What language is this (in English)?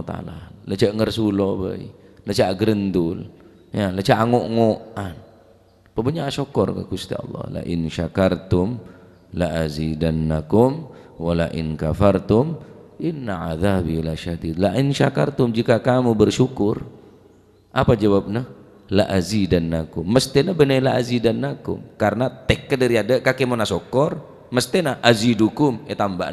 Madurese